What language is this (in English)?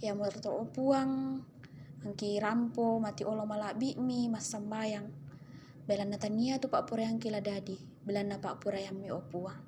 Toraja-Sa'dan